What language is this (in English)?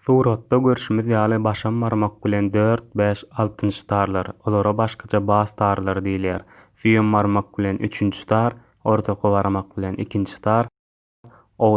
Turkmen